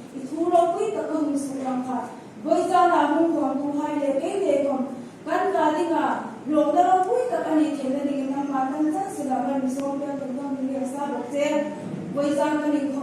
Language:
Hmar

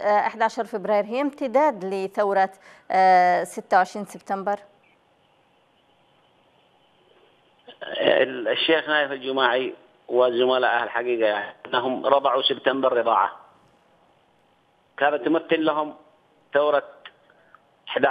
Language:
Arabic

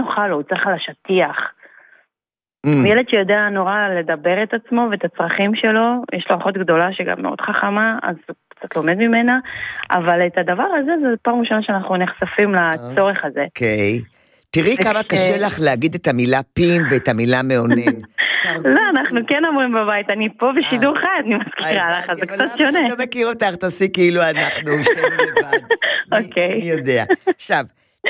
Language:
Hebrew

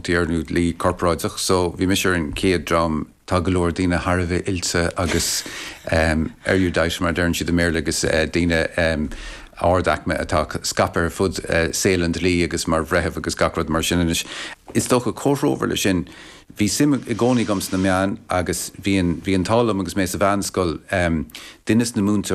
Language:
Irish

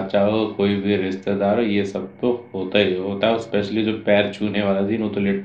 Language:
Hindi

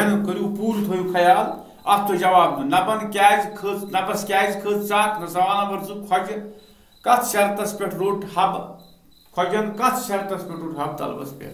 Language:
Kashmiri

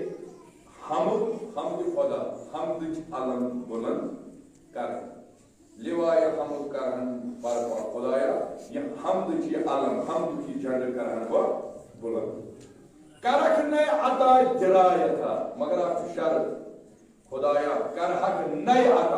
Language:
Kashmiri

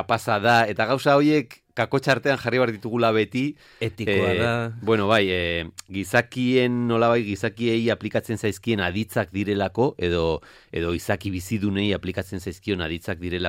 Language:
Basque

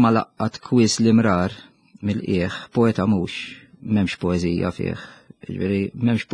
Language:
Maltese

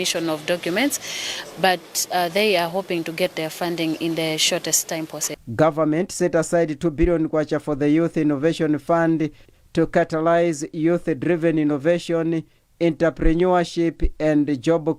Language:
English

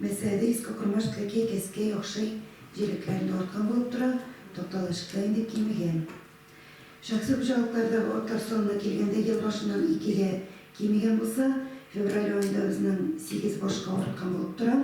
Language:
Tatar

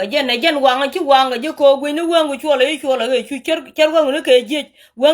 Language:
Nuer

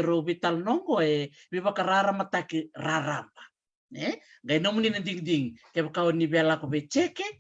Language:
Fijian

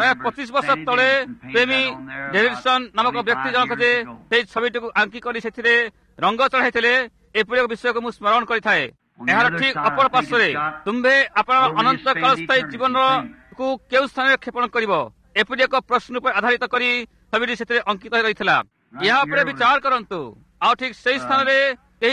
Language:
Odia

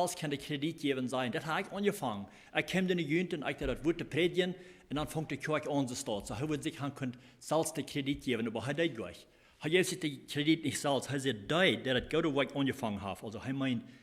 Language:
Plautdietsch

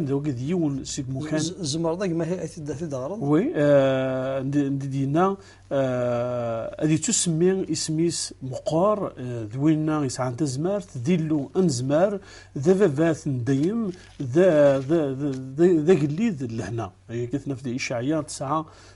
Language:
Kabyle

